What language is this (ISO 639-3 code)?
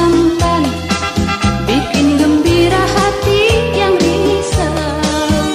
ind